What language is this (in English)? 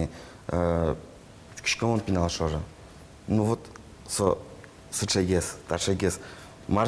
Udmurt